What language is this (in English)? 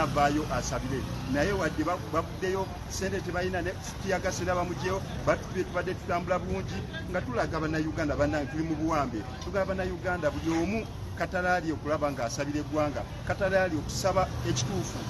Ganda